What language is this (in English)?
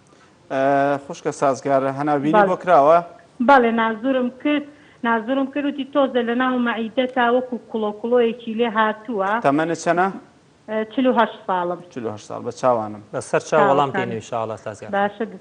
Central Kurdish